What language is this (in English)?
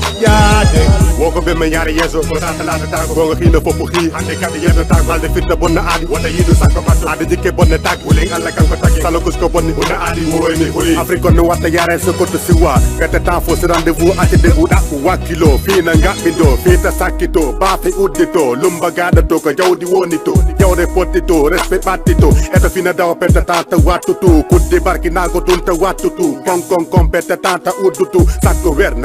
Fula